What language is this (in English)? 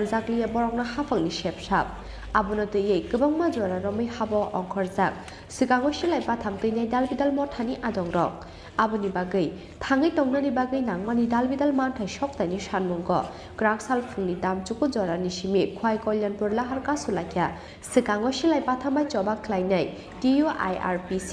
Kok Borok